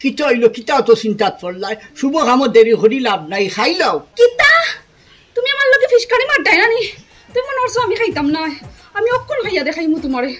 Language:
Sylheti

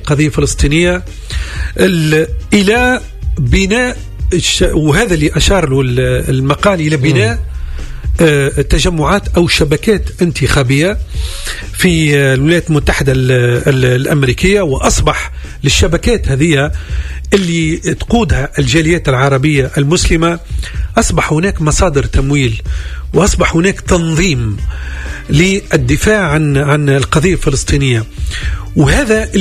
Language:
Tunisian Arabic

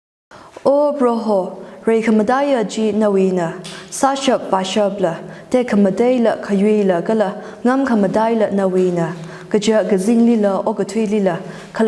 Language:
Tangkhul Naga (India)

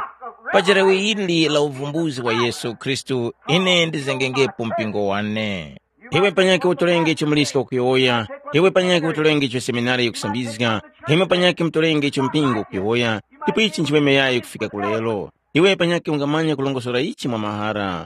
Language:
Tumbuka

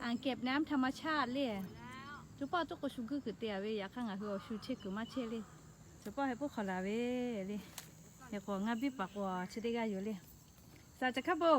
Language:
Lahu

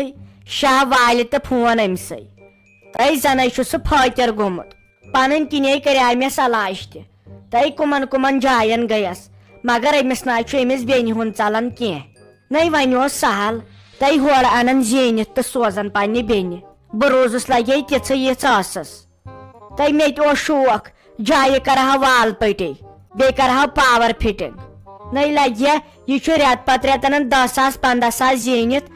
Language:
Kashmiri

